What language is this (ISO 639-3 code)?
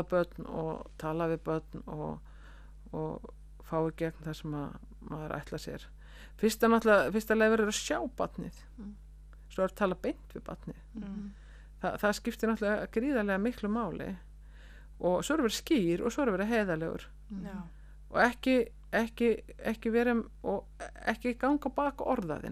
isl